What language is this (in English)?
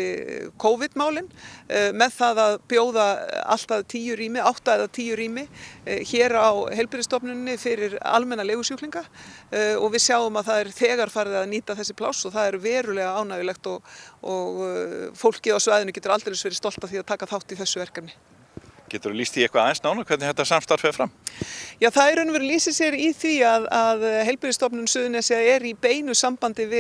Icelandic